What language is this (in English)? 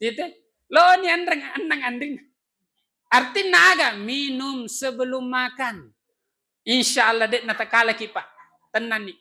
Buginese